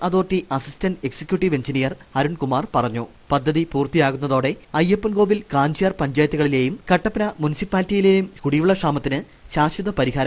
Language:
Malayalam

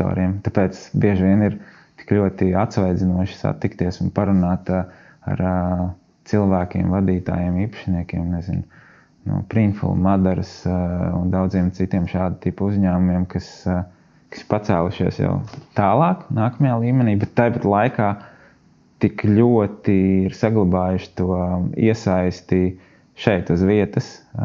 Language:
Latvian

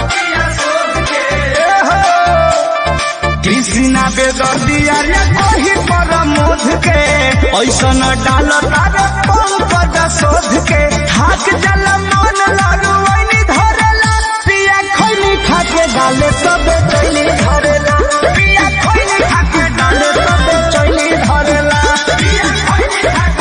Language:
Bhojpuri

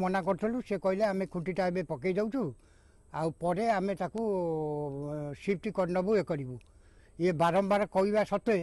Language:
Odia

